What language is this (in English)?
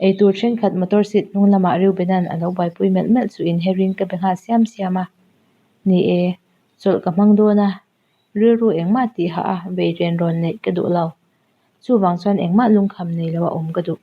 Mizo